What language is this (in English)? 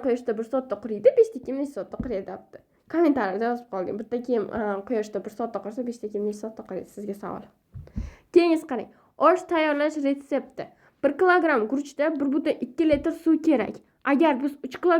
Uzbek